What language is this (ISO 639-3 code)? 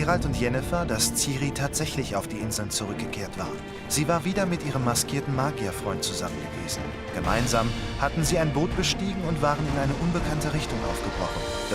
gsw